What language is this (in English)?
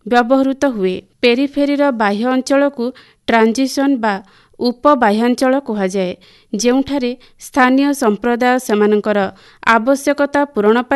Odia